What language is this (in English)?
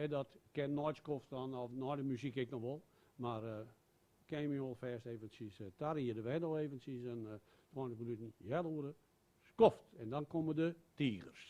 Western Frisian